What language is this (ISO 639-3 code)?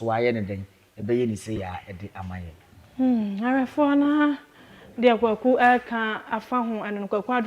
aka